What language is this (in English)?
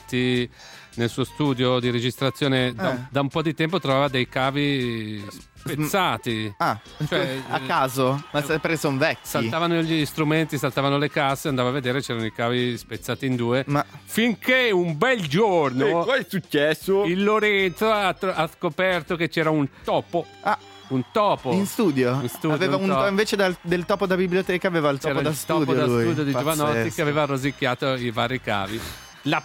Italian